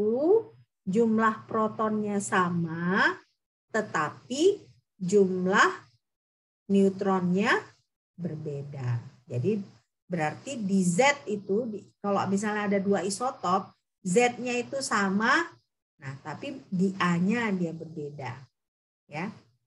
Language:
Indonesian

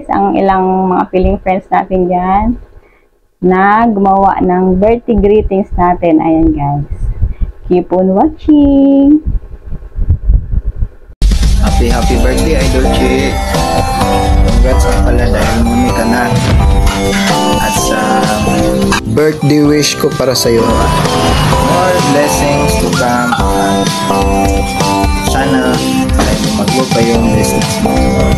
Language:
Filipino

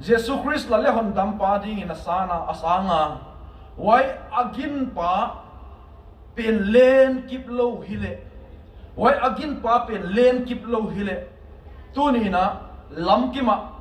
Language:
Tedim Chin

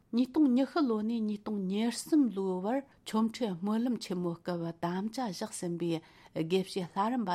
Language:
Tibetan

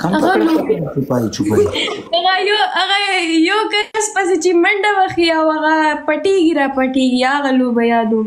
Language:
Pashto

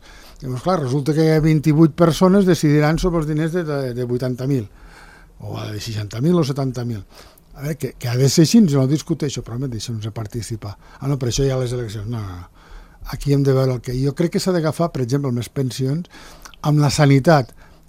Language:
Catalan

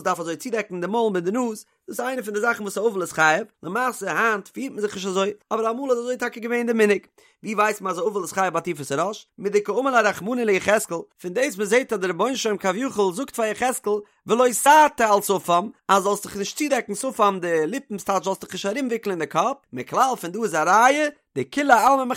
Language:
Yiddish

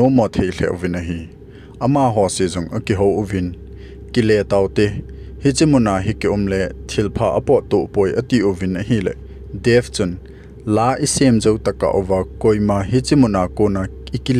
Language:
Thado Chin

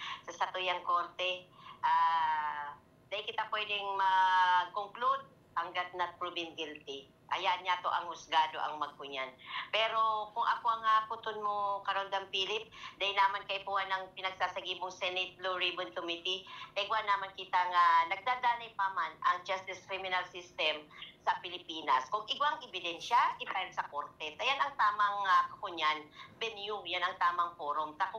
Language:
Bikol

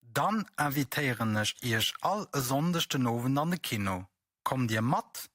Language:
Luxembourgish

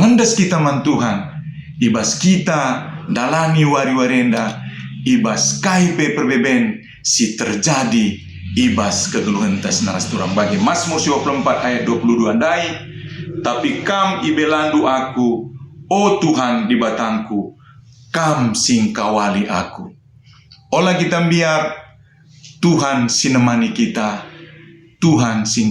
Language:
Batak Karo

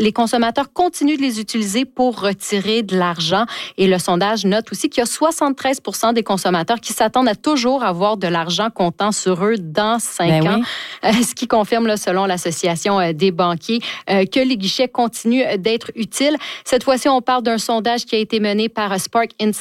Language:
French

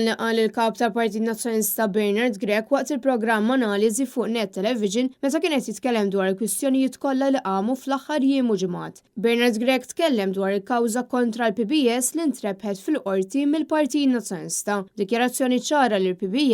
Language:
Maltese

